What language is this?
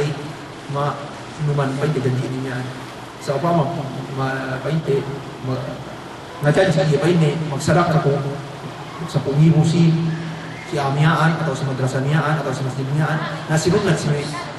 Yakan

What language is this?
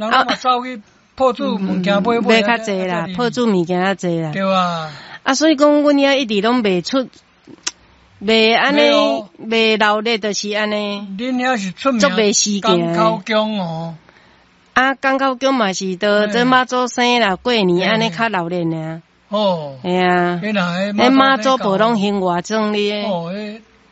Min Nan Chinese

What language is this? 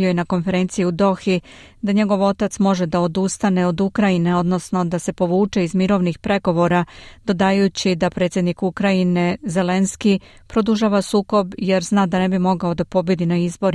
Serbian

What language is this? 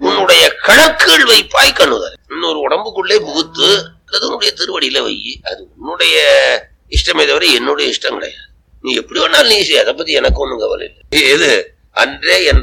Tamil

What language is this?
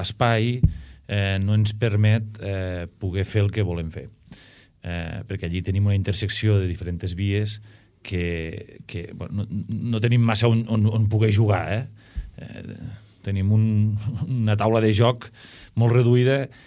Catalan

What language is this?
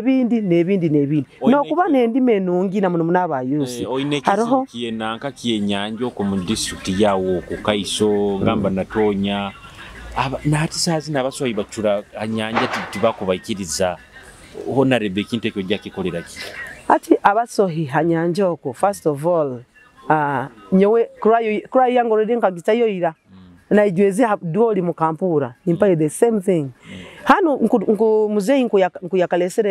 Nyoro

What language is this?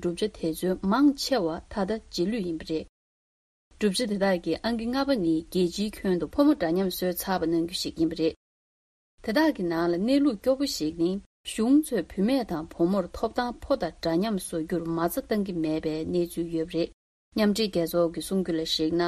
Tibetan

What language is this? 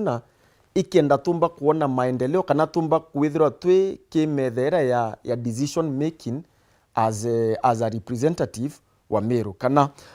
Meru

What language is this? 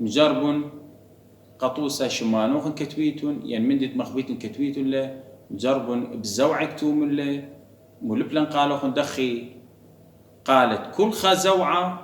Assyrian Neo-Aramaic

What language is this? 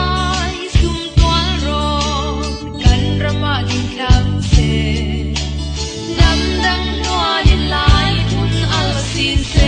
Falam Chin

